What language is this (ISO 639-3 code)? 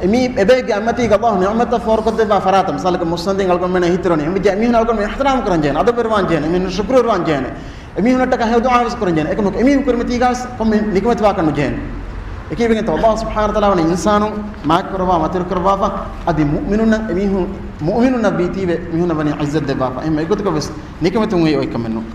div